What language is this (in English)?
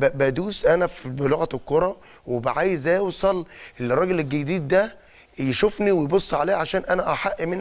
Egyptian Arabic